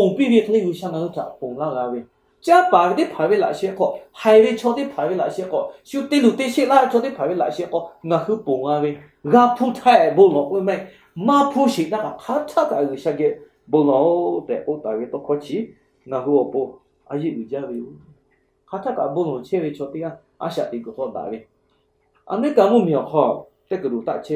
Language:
Lahu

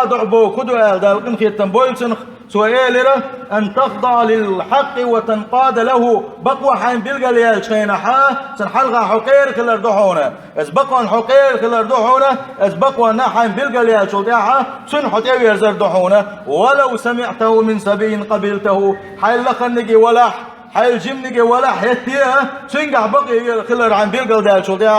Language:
Chechen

